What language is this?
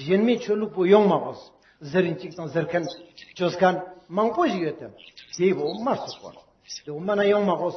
Ladakhi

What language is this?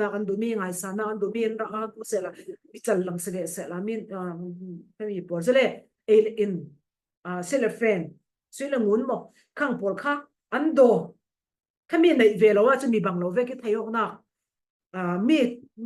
Falam Chin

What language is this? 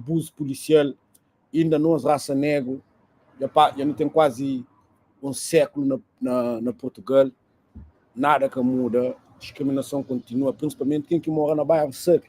Kabuverdianu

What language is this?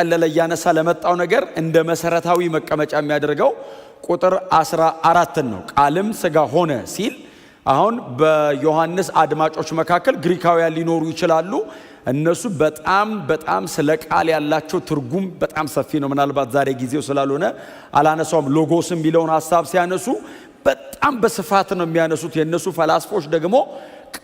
Amharic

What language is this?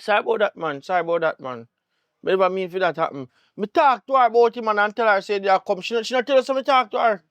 Jamaican Creole English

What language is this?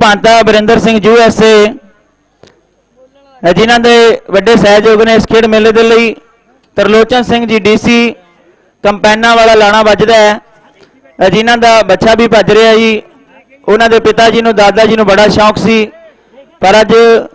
Punjabi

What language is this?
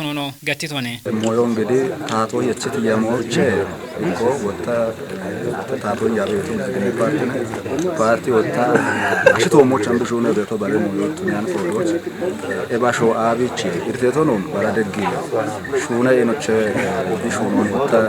Kafa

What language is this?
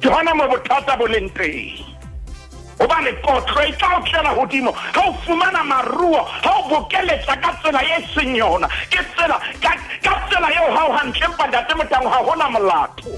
Southern Sotho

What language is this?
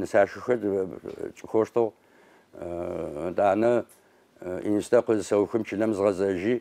Adyghe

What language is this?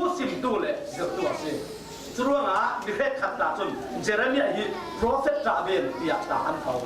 Falam Chin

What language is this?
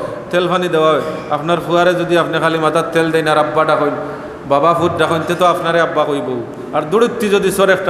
Sylheti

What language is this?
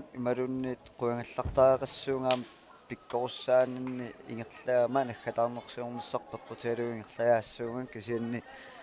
Kalaallisut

